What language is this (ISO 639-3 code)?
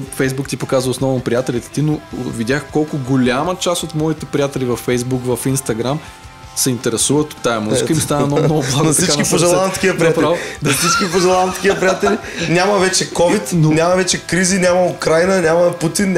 bul